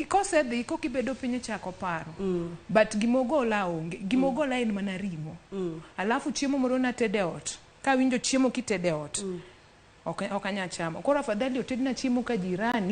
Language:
Luo (Kenya and Tanzania)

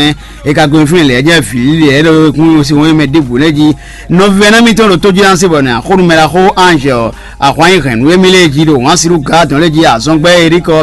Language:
Fon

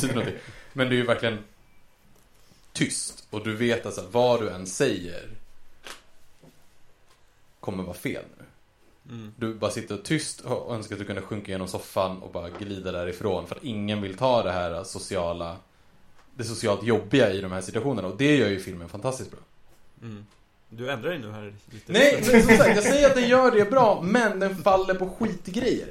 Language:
Swedish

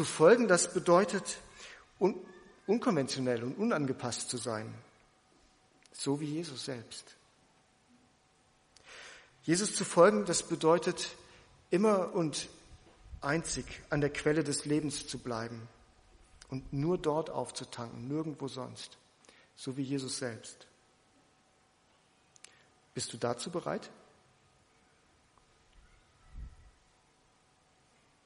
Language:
German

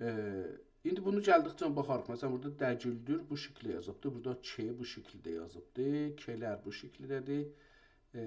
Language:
South Azerbaijani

